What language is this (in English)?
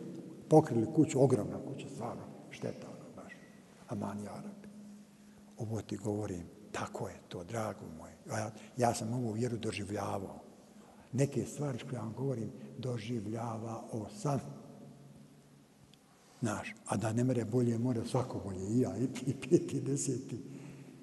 Bosnian